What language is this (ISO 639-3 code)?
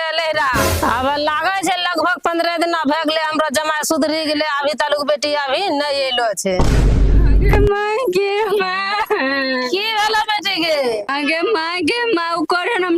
mai